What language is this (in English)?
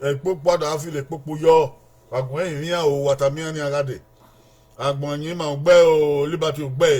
Bini